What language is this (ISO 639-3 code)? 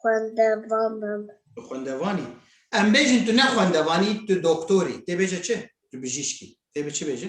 kur